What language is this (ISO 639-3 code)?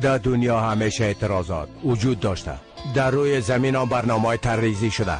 fas